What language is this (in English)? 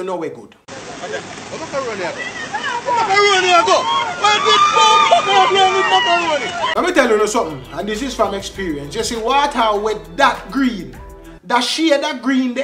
Jamaican Creole English